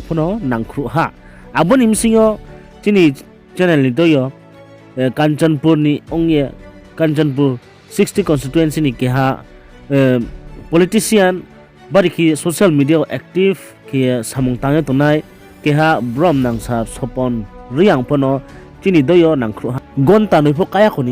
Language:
Riang (India)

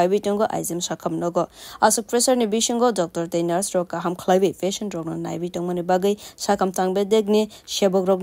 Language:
Kok Borok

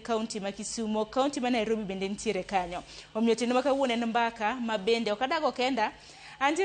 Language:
Luo (Kenya and Tanzania)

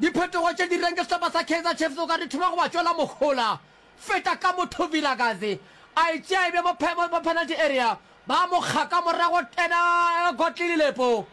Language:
Northern Sotho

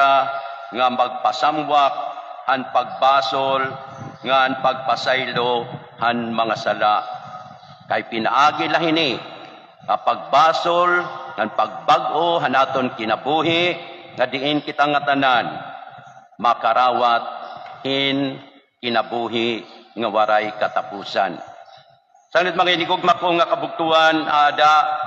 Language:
Waray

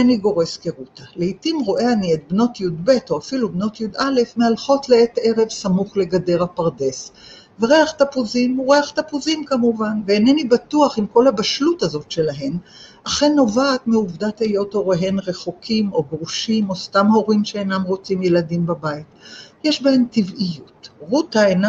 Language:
Hebrew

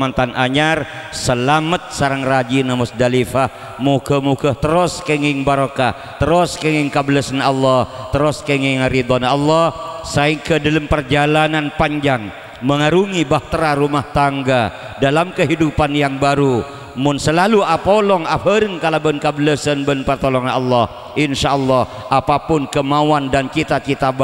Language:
Madurese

